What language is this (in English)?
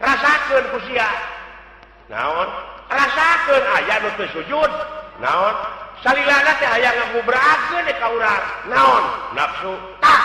Sundanese